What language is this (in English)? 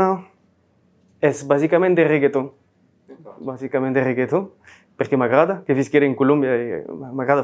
Occitan